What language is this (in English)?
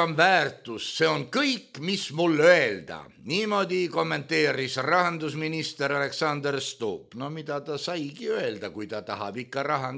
Estonian